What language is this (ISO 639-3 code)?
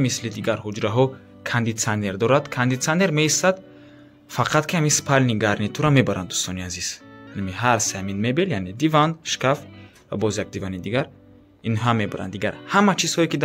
tgk